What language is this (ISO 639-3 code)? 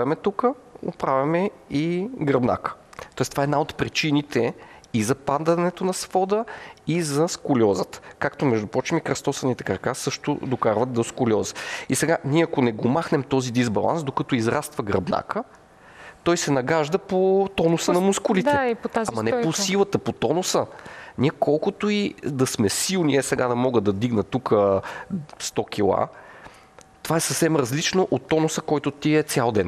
bul